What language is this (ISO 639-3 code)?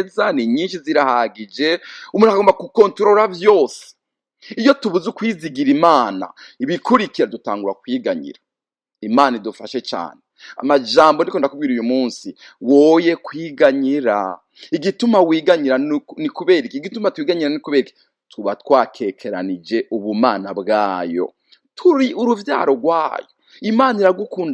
run